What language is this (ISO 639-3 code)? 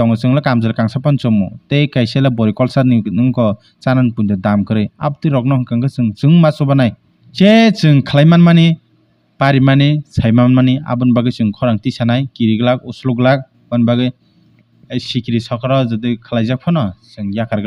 trp